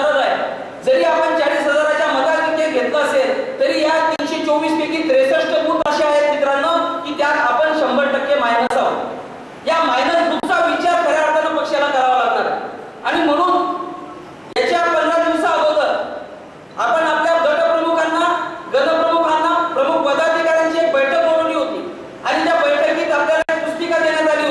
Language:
Marathi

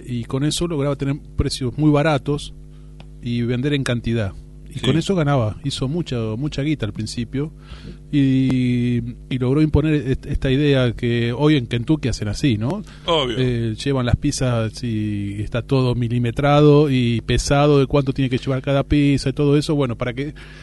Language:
Spanish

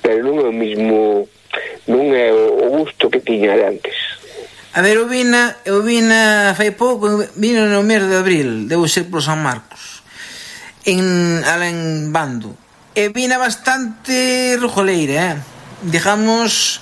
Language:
Galician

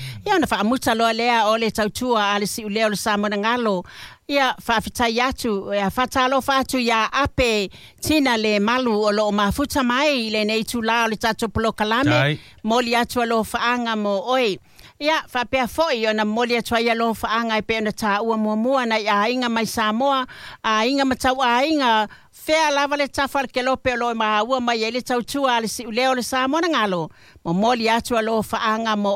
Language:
Samoan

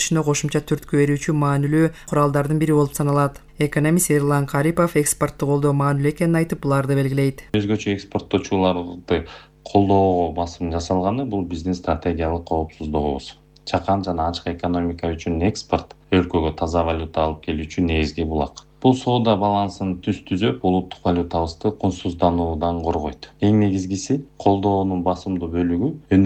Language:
Kyrgyz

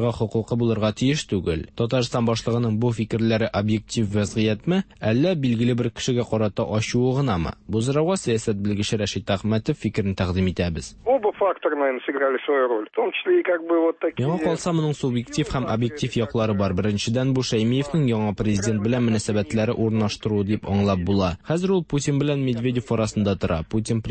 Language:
Tatar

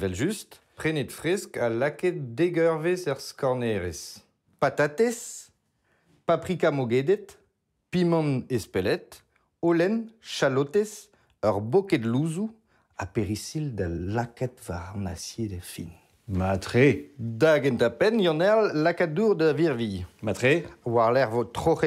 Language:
Breton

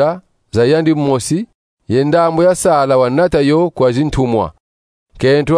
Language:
Kongo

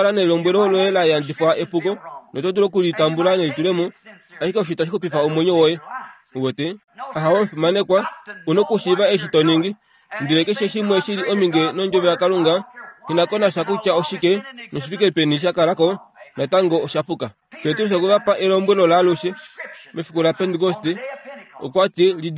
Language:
Kuanyama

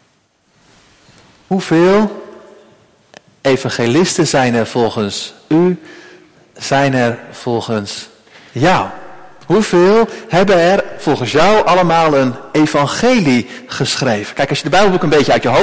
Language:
Dutch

